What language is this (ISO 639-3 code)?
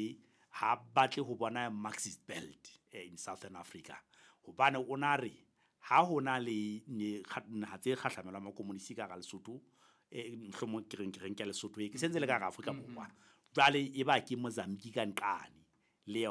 sot